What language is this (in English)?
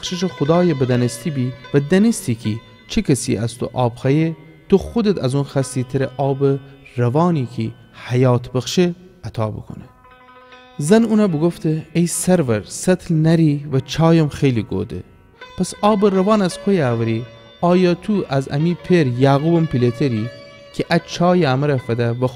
Gilaki